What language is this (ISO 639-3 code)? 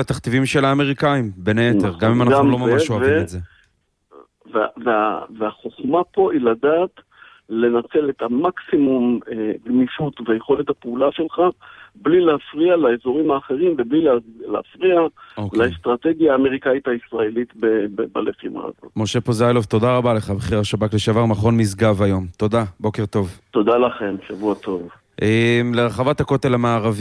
heb